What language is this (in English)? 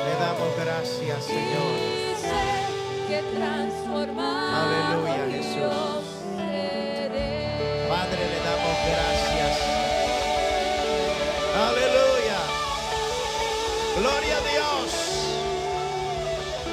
Spanish